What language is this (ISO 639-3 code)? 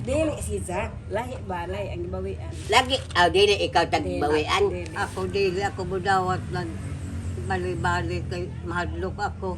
ceb